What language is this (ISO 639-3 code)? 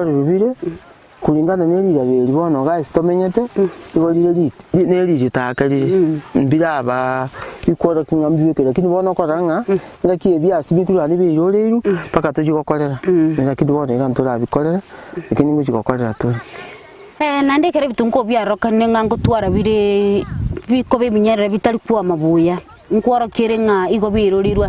guz